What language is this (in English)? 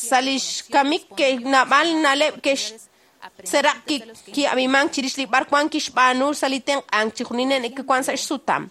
Kekchí